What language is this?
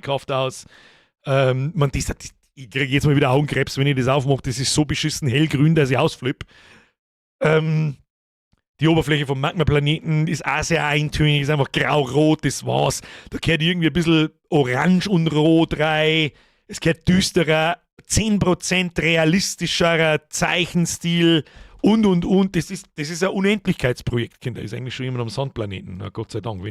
Bavarian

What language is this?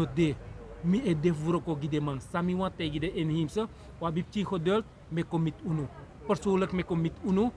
Sranan Tongo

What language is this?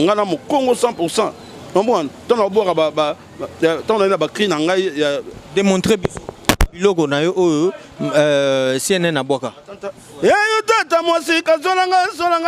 Lingala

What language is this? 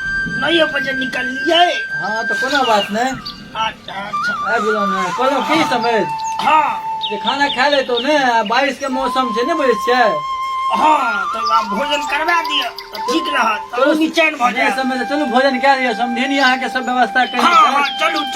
Maithili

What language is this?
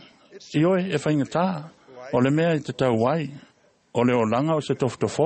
Samoan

